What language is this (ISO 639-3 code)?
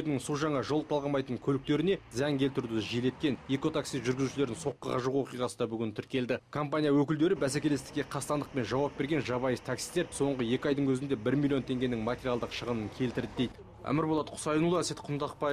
kaz